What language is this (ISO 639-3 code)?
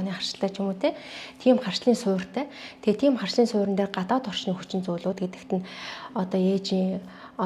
mon